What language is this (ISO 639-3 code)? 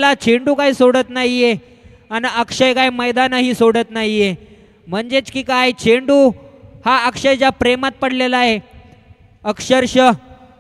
mar